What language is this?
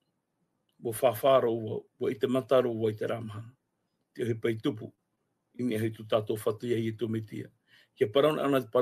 Tahitian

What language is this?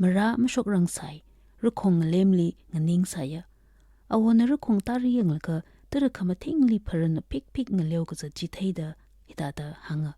Tangkhul Naga (India)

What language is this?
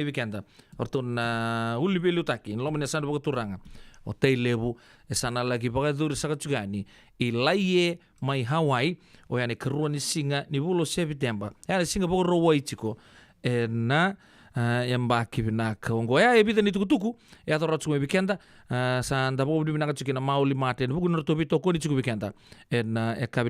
Fijian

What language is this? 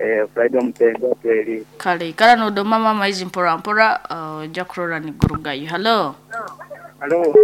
Nyoro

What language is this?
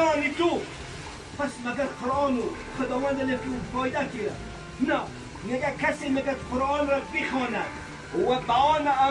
Tajik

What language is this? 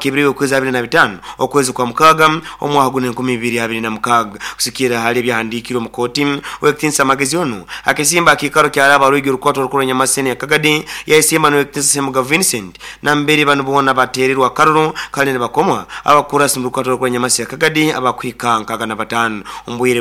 Nyoro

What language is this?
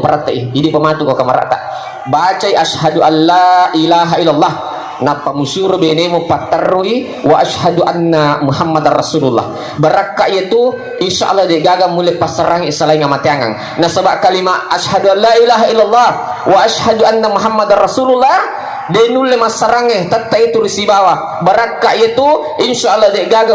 Buginese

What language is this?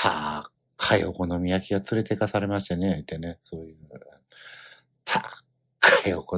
Japanese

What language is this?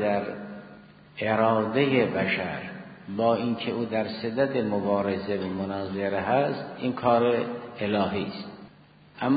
Persian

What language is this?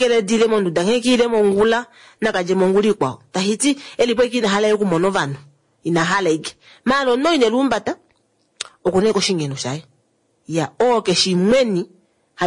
Kuanyama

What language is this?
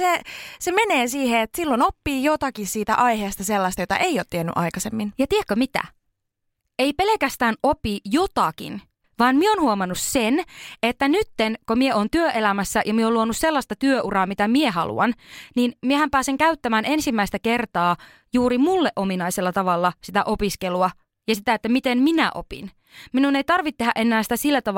Finnish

